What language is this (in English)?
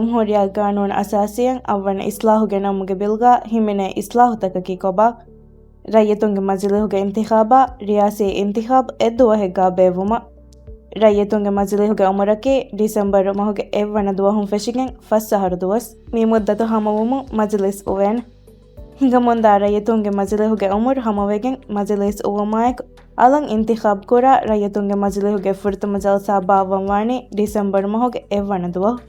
Divehi